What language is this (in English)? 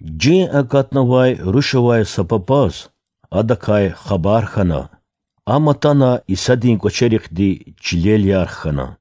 Lezghian